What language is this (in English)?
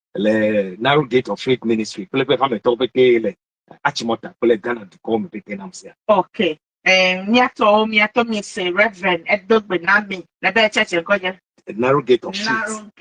Ewe